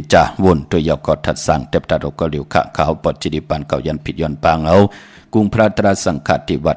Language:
Shan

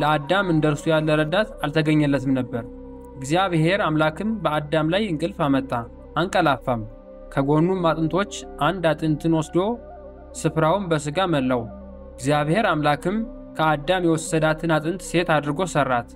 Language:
Amharic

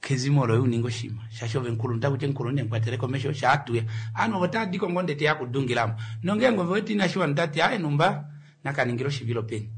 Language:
Kuanyama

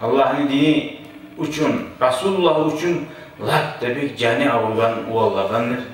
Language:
Kumyk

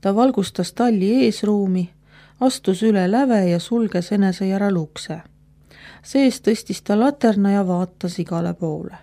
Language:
Estonian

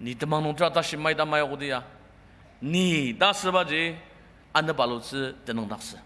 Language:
Ao Naga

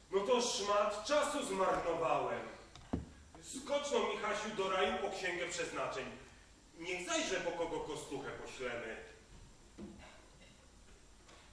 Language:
Polish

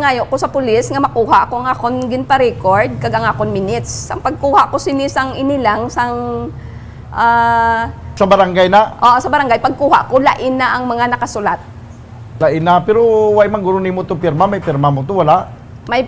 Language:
Hiligaynon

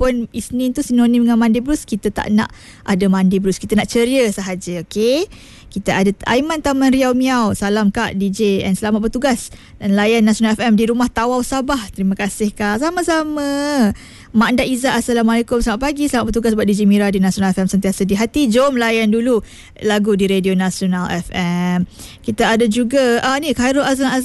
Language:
Malay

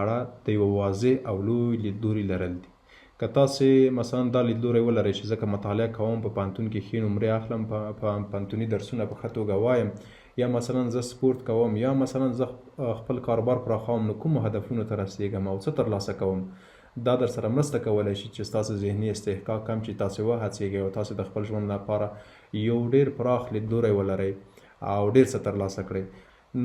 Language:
Pashto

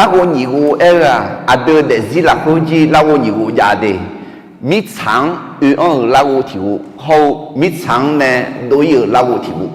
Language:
Akha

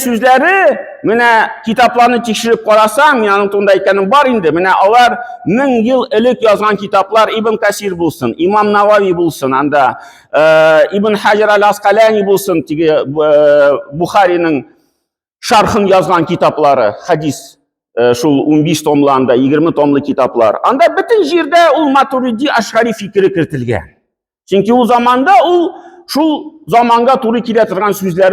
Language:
Tatar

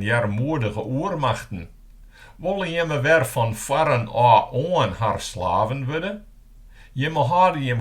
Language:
Western Frisian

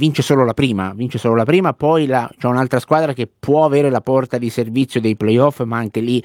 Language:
Italian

